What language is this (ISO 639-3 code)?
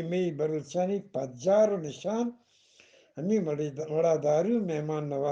bgp